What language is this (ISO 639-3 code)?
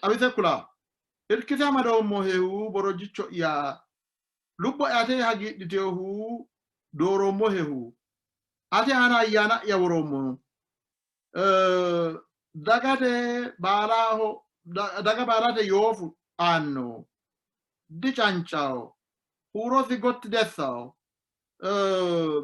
sid